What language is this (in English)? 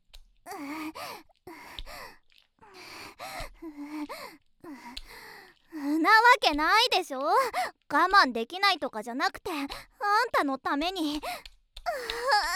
Japanese